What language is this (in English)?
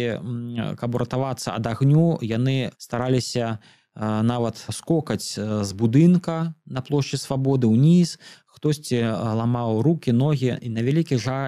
Belarusian